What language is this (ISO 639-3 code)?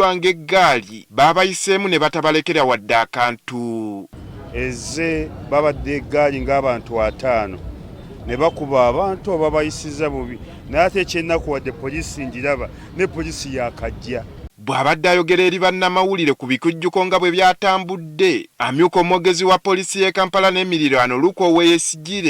lug